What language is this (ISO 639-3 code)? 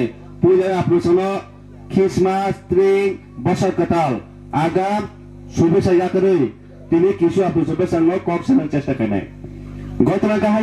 trp